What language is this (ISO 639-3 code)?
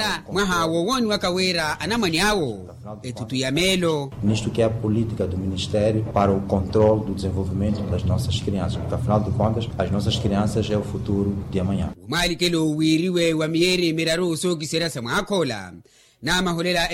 vmw